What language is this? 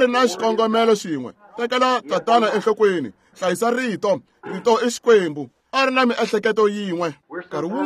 Tsonga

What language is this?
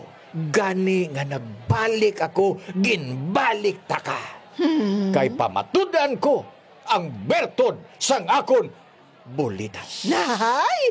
Hiligaynon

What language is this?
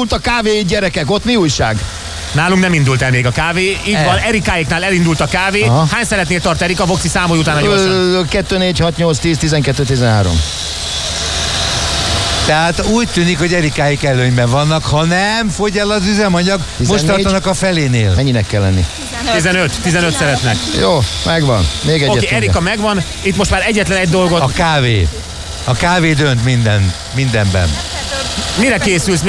Hungarian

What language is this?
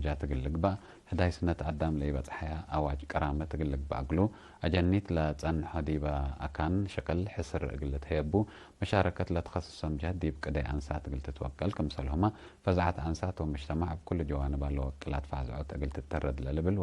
Tigre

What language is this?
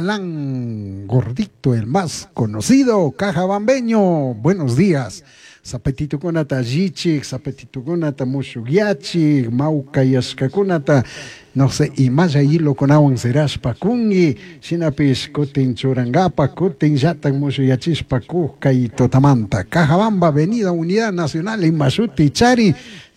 Chimborazo Highland Quichua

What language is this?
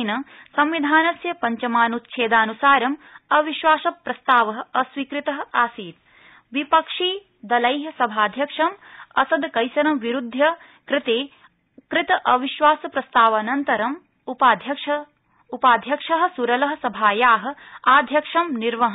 Sanskrit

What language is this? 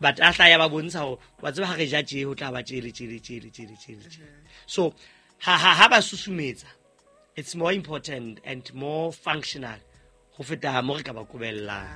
Southern Sotho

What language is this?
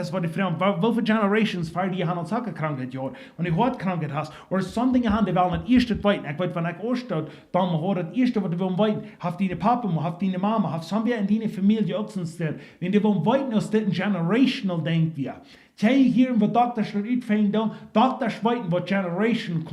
Plautdietsch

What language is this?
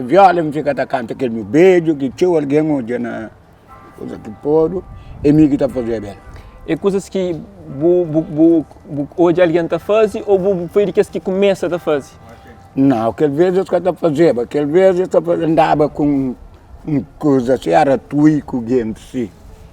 Kabuverdianu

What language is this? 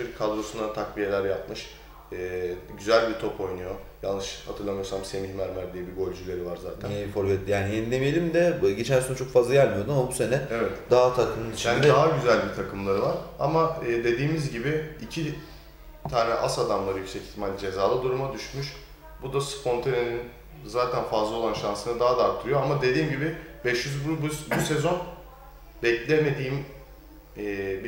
Turkish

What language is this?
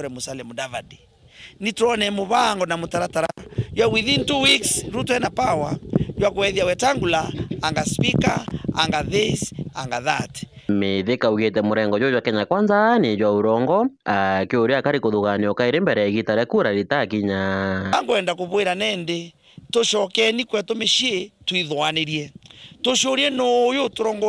Meru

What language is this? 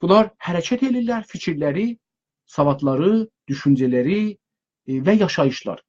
South Azerbaijani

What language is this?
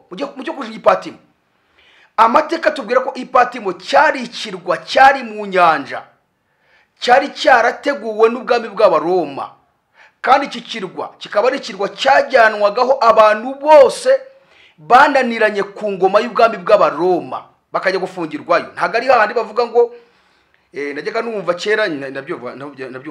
Kinyarwanda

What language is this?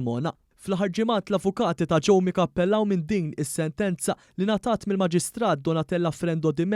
Maltese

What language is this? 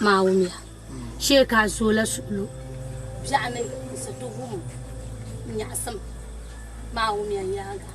Dagbani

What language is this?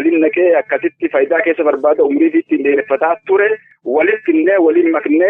Oromo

